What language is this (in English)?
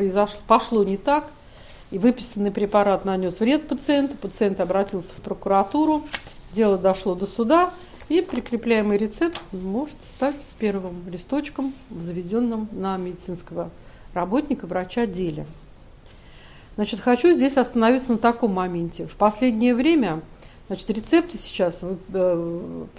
Russian